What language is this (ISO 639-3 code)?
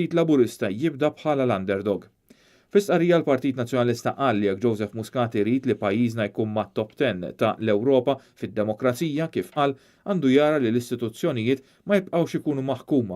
mlt